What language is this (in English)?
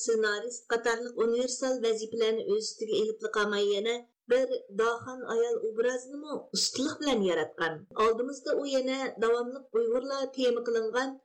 Uyghur